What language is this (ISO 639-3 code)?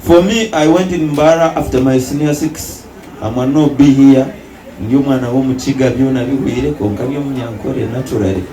nyn